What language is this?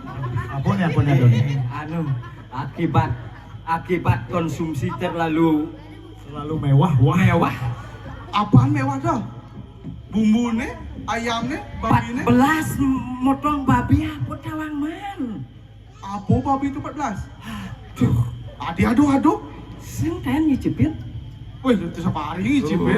Balinese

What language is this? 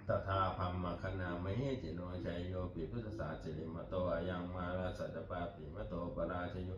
Pali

